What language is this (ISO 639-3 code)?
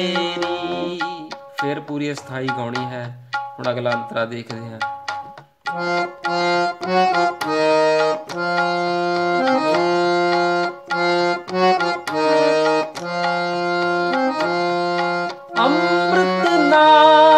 pan